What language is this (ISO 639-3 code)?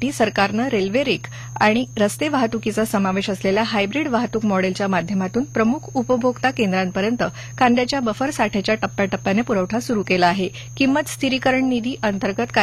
mar